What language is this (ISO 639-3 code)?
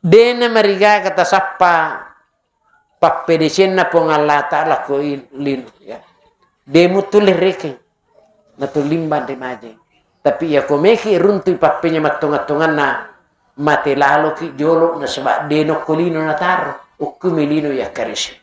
bug